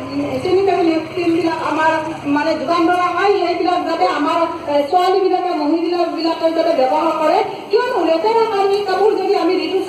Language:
Assamese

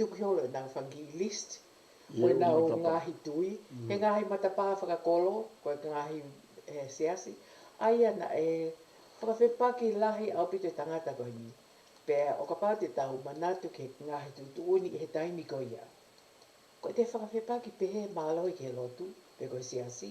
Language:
Tongan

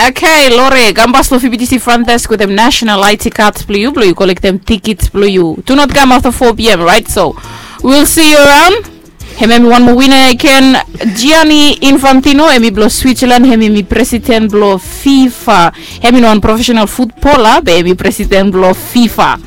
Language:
Bislama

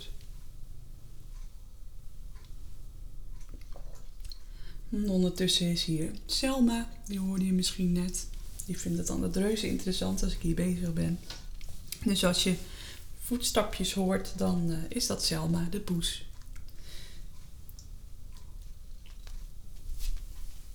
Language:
Dutch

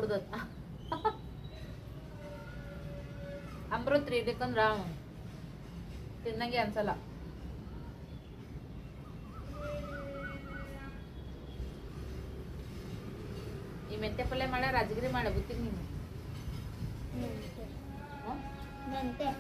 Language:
Kannada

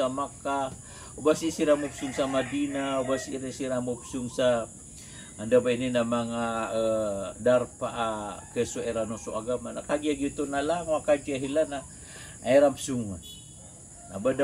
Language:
Maranao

